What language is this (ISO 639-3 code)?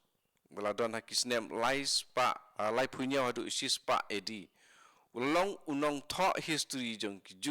kha